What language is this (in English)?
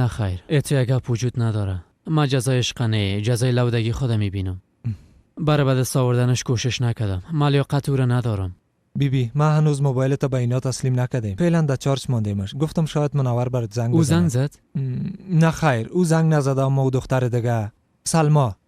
Persian